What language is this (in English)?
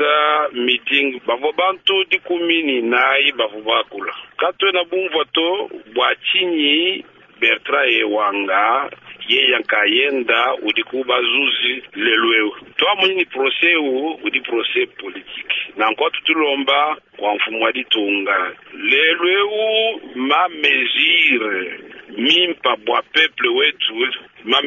Luba-Lulua